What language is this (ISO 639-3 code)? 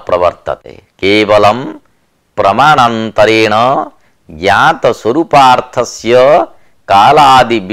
san